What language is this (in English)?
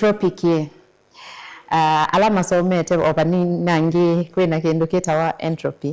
Kamba